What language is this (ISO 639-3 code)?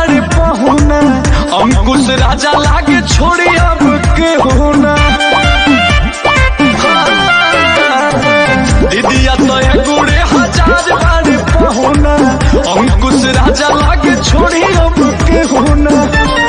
bho